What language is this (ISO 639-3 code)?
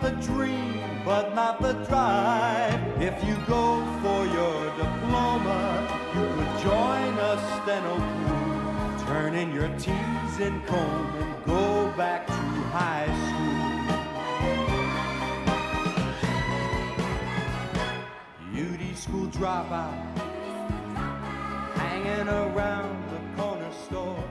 eng